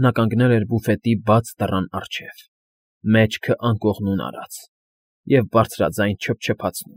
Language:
Armenian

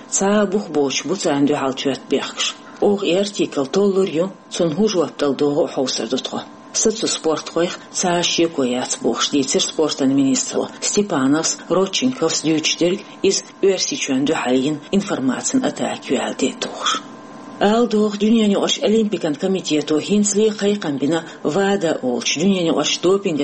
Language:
Chechen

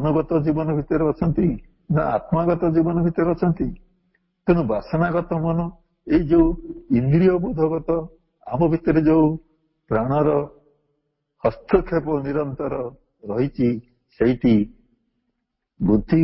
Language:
Odia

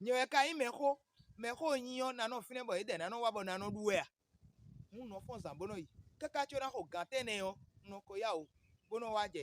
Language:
Fon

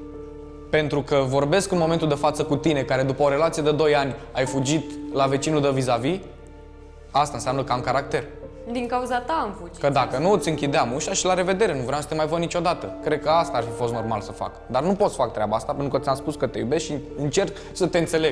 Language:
Romanian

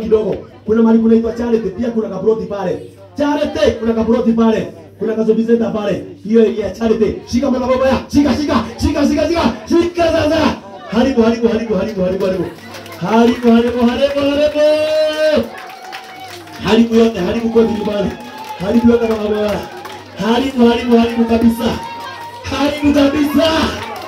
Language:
Swahili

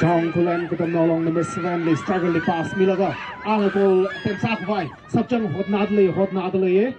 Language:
Tangkhul Naga (India)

